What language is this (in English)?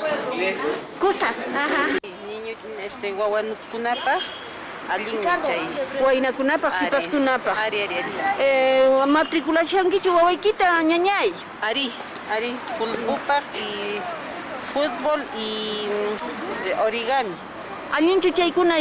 Quechua